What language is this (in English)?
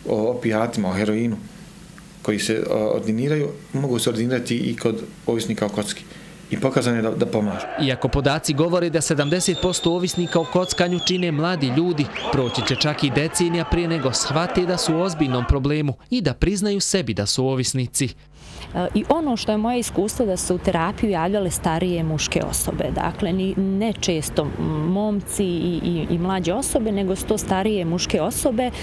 Bosnian